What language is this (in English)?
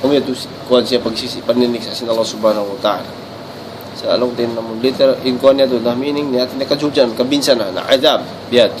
Tausug